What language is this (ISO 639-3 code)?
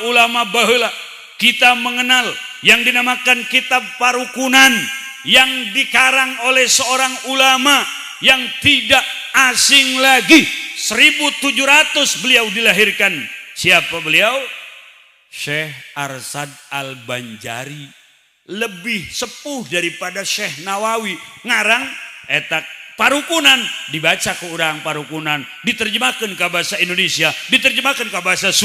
sun